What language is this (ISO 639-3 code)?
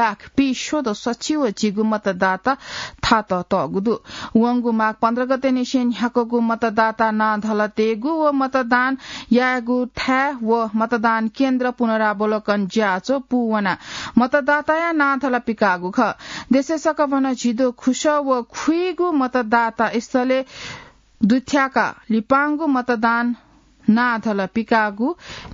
new